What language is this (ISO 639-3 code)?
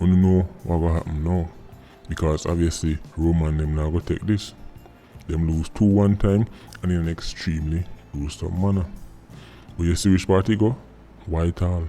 jam